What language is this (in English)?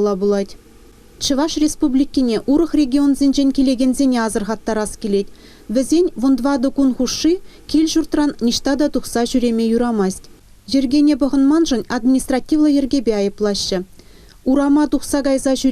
Chuvash